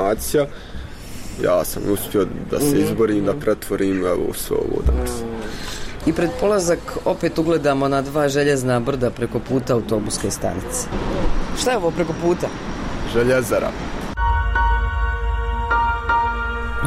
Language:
Bosnian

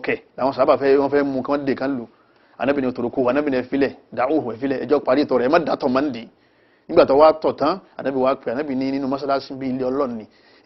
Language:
Yoruba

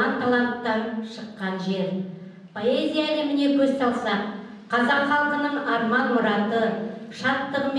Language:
Kazakh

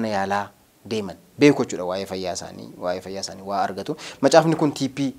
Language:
Oromo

